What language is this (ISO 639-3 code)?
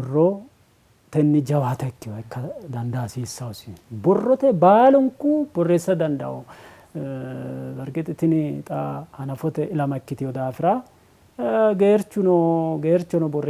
sid